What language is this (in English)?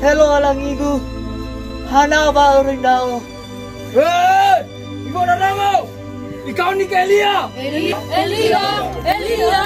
Nias